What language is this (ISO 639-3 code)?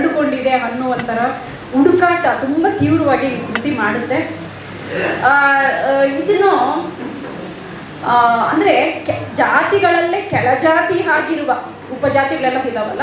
kan